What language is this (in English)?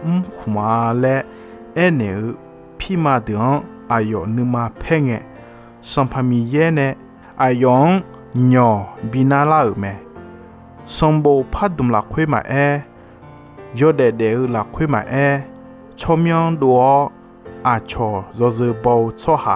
Akha